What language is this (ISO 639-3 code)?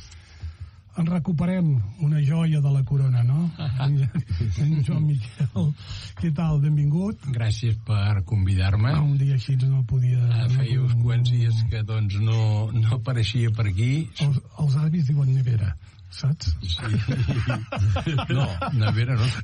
cat